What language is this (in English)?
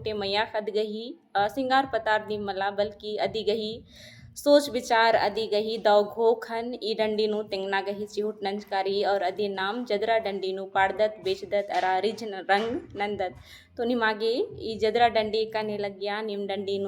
Kurukh